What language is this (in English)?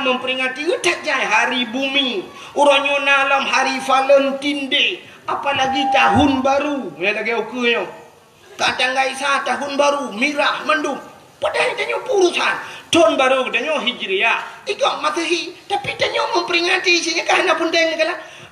Achinese